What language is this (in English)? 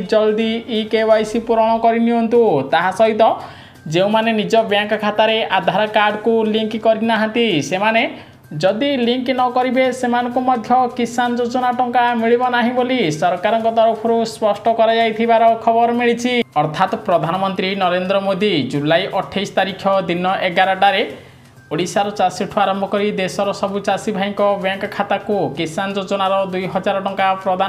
Odia